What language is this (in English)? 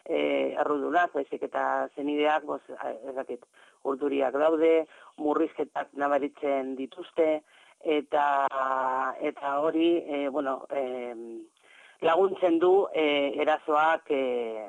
Basque